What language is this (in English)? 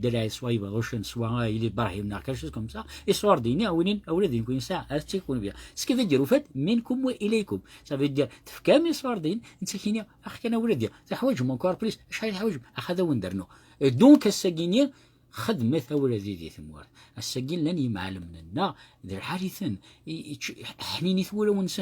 Kabyle